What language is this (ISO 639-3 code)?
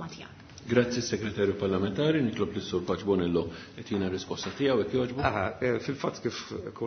mlt